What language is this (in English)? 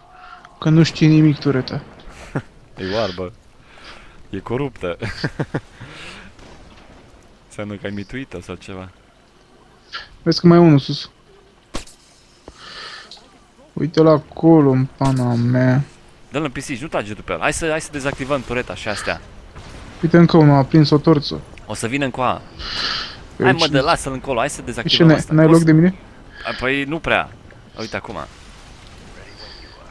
Romanian